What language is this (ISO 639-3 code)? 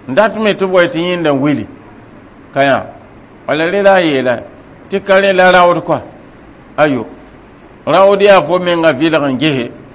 mos